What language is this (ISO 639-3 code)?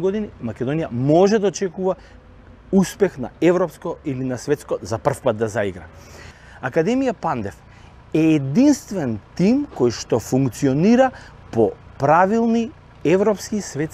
mkd